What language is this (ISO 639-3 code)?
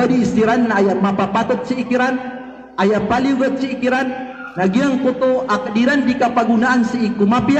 mrw